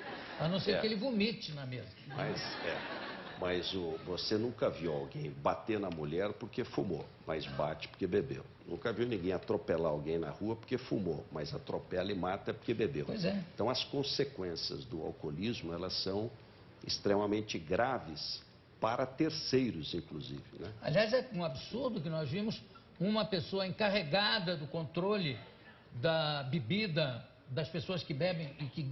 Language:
Portuguese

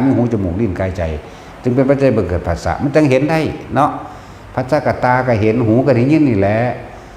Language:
Northeastern Thai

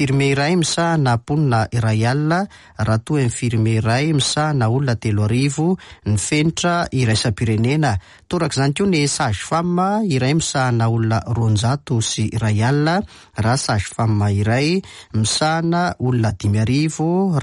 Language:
Malagasy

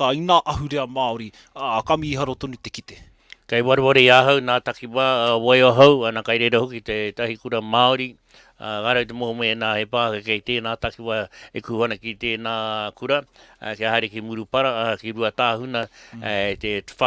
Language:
Māori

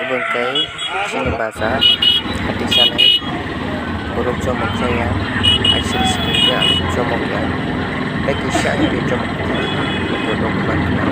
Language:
Kok Borok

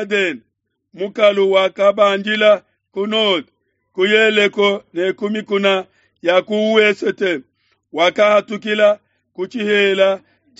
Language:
Luba-Lulua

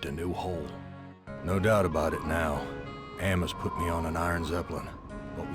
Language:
Bavarian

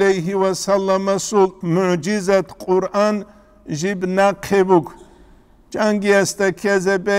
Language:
Avaric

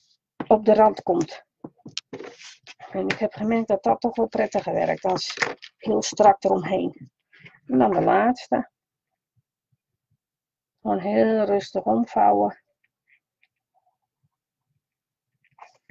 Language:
Dutch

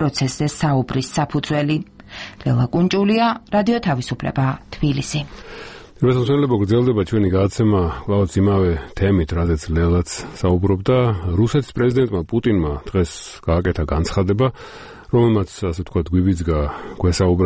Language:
Georgian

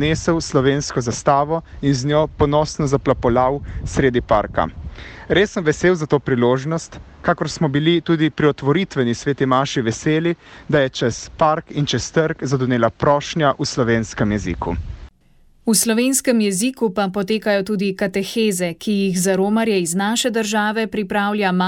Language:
Slovenian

